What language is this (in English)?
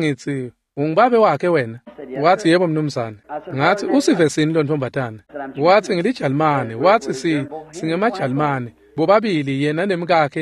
Swati